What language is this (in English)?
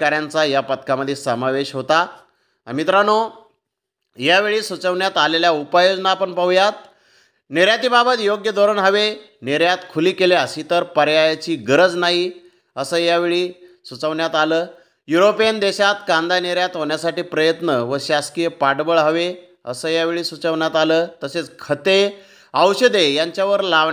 Marathi